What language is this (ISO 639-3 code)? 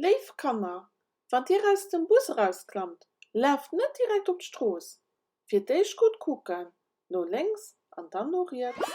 ltz